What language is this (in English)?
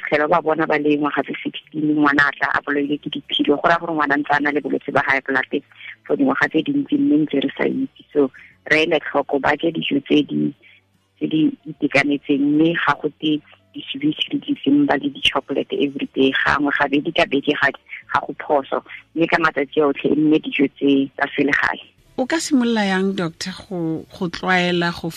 Tswana